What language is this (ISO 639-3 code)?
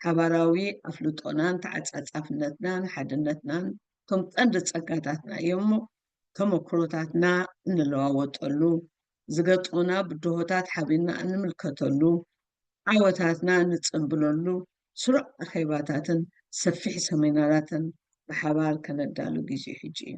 tir